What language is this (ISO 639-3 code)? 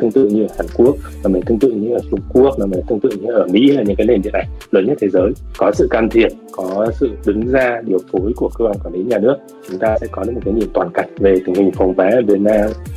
vie